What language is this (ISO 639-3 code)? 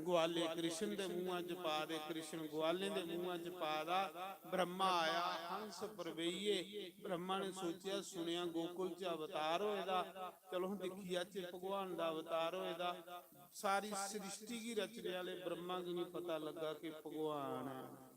doi